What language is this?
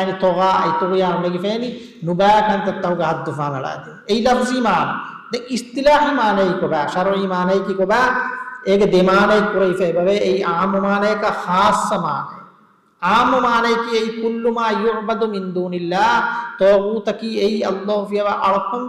Divehi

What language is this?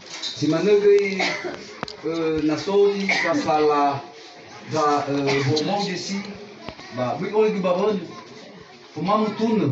Nias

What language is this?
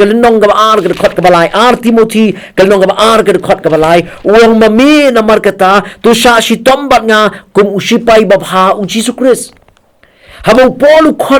Khasi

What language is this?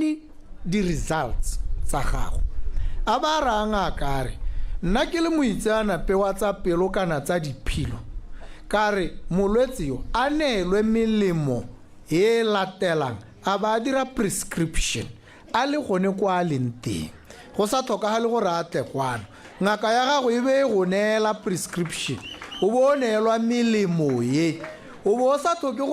Tswana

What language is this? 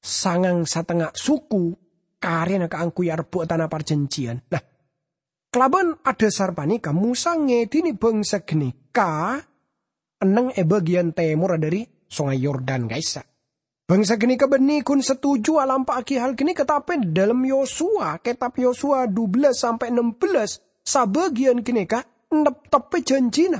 Madurese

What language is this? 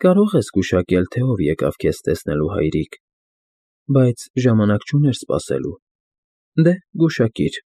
Armenian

